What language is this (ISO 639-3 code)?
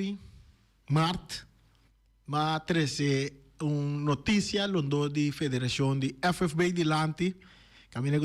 pap